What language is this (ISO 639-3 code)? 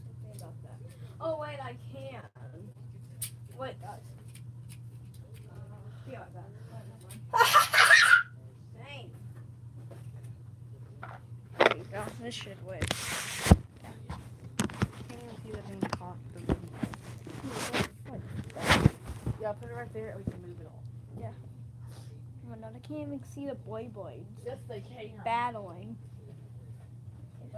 eng